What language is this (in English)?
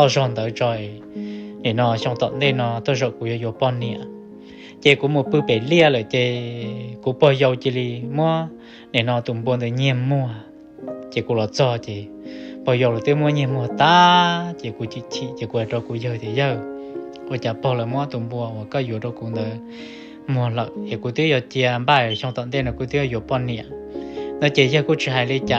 Hmong